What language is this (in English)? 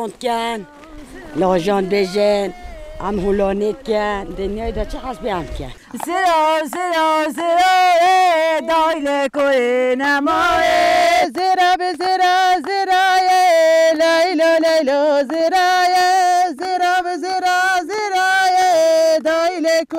Kurdish